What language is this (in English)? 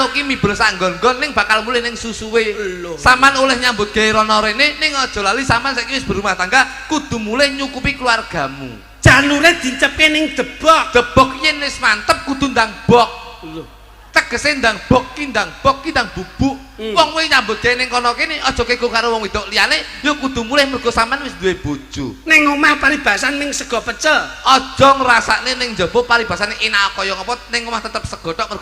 Javanese